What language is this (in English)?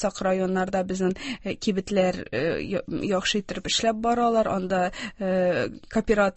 Tatar